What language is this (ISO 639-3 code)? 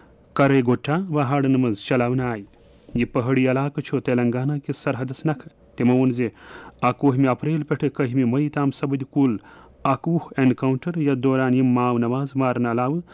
kas